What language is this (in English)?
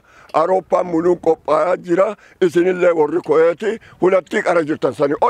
Oromo